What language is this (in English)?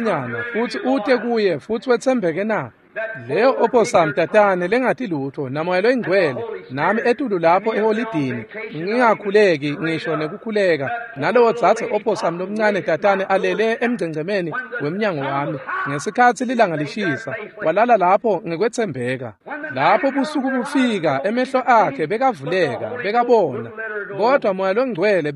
Swati